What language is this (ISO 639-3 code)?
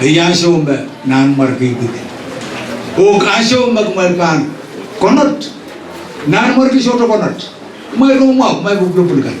pon